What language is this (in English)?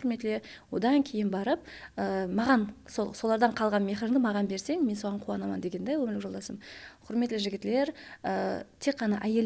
Kara-Kalpak